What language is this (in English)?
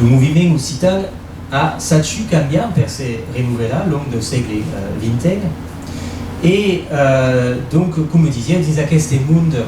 Occitan